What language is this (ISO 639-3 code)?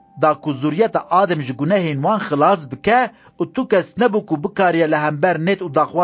kur